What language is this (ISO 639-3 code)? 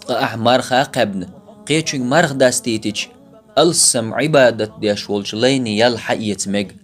che